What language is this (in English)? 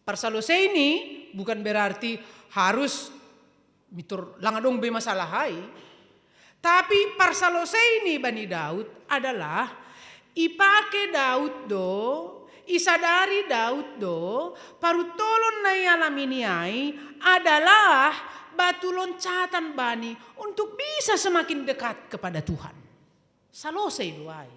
Batak Simalungun